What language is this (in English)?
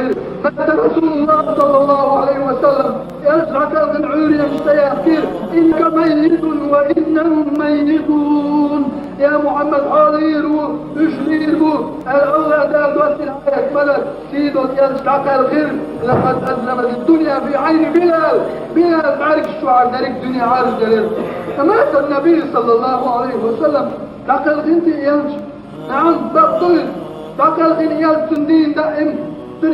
Chechen